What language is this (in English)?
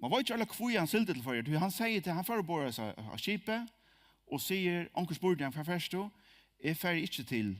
Faroese